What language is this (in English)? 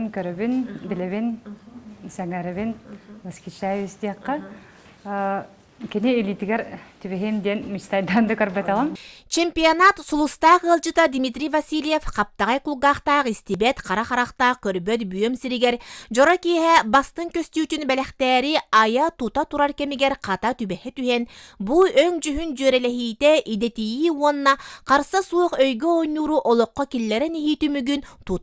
Yakut